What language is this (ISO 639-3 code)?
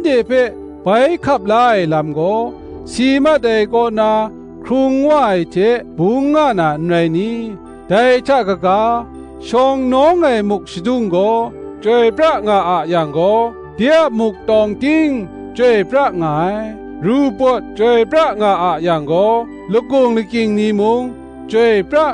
kac